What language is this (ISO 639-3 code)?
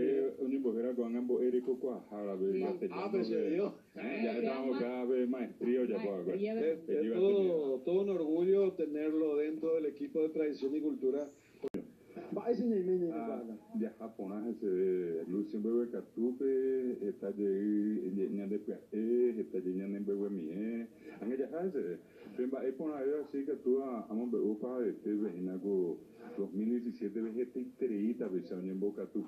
grn